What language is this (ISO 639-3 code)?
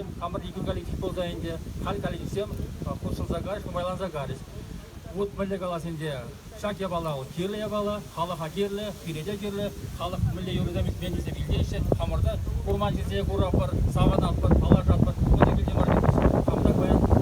chv